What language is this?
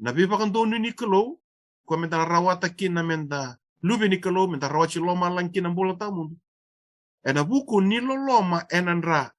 Fijian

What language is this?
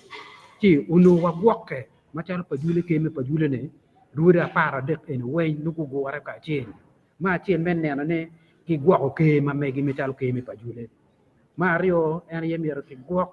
Acoli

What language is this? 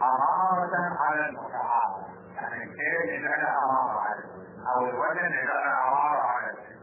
Arabic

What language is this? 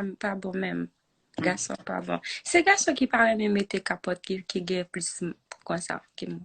Haitian Creole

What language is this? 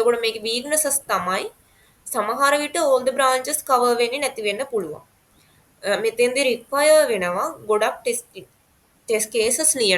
Sinhala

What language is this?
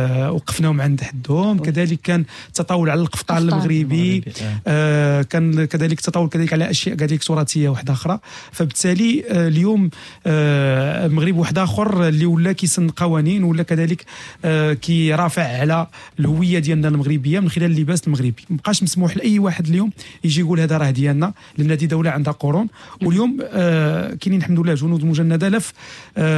Moroccan Arabic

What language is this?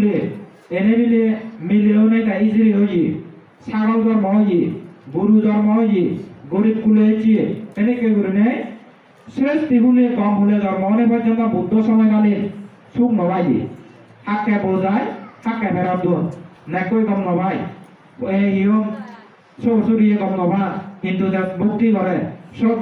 Chakma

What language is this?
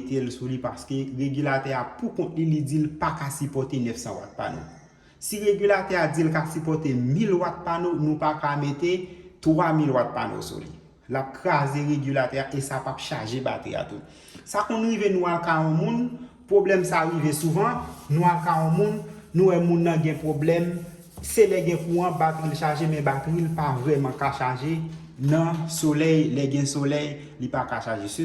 Haitian Creole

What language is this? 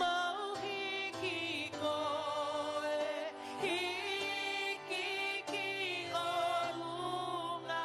Tongan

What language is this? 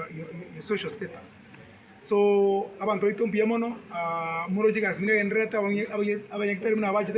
Gusii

